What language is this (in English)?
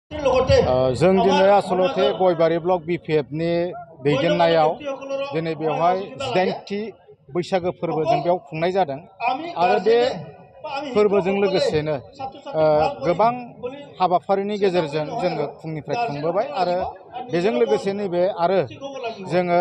Bodo